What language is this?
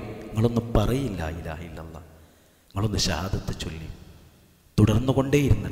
Malayalam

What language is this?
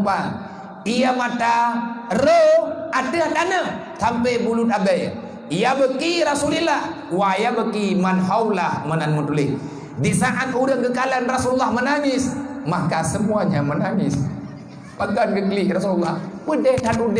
Achinese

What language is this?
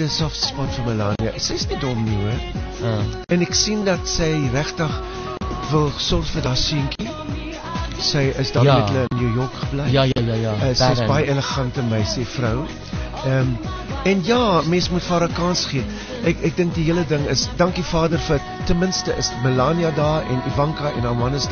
Afrikaans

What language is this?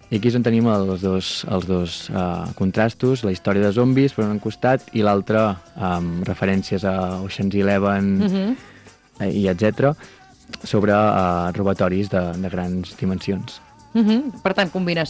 Catalan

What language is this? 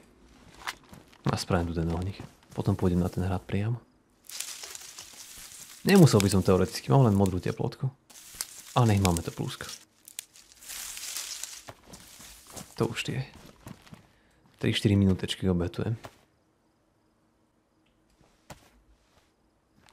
Slovak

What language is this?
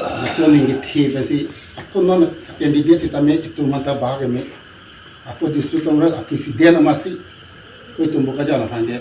Karbi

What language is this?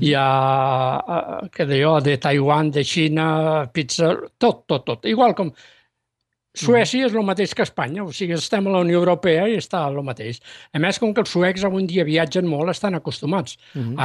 Catalan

